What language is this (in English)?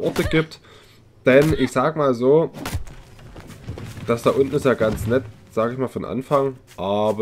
German